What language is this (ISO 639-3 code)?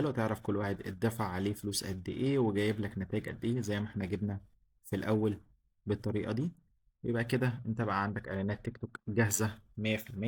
arz